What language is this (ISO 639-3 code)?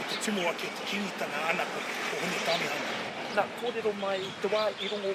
mri